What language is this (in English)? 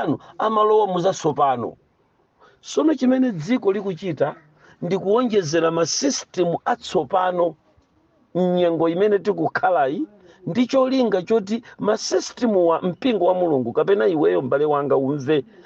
Nyanja